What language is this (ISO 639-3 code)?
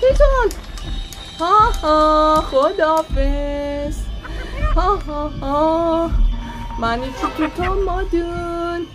azb